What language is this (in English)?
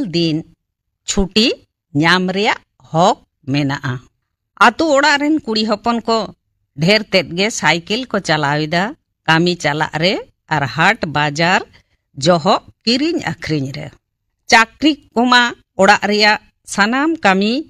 Santali